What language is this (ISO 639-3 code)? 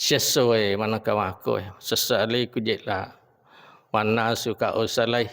bug